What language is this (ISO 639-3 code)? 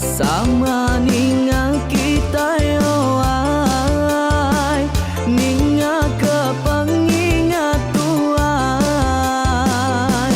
iba